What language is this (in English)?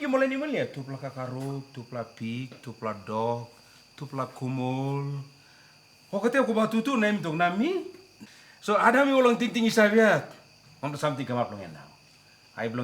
Tok Pisin